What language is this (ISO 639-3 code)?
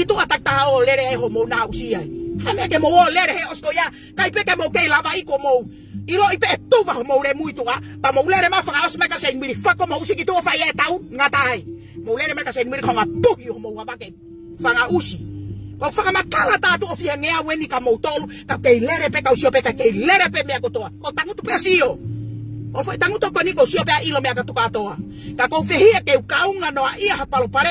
ton